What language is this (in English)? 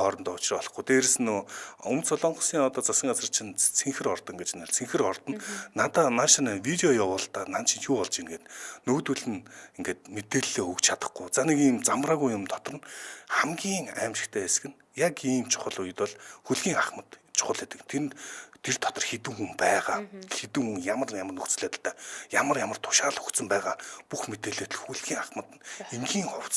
Mongolian